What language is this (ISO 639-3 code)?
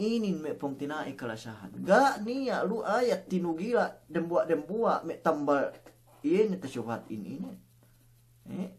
yka